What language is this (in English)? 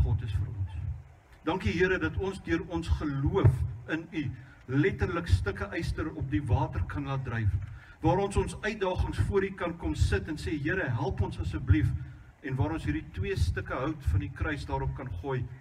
Afrikaans